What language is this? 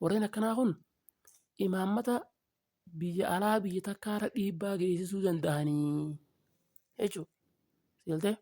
Oromo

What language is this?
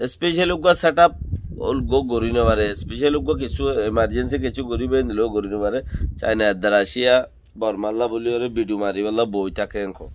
Rohingya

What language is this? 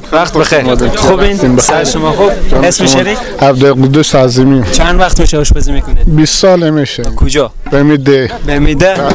Persian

